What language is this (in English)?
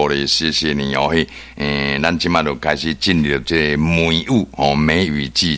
Min Nan Chinese